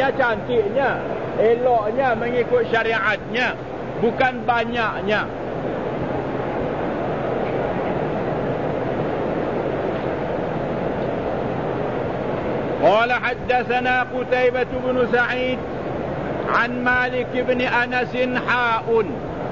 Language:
Malay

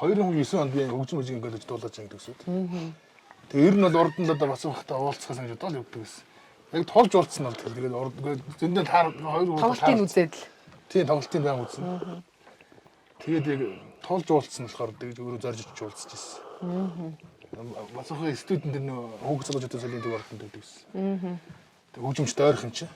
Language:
Mongolian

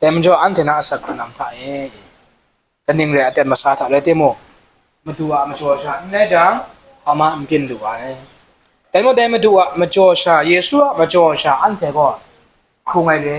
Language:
Kachin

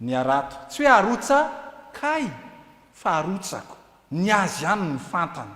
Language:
Malagasy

